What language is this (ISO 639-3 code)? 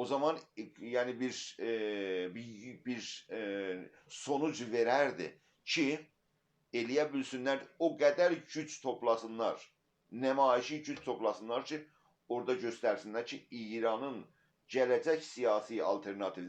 azb